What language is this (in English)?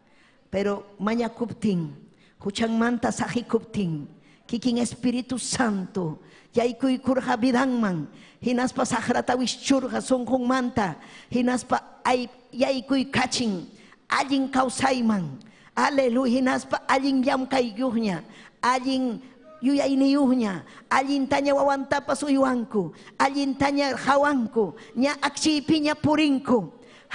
Ayacucho Quechua